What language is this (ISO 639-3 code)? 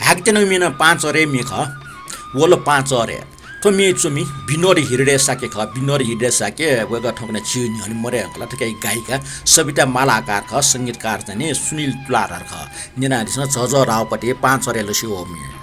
new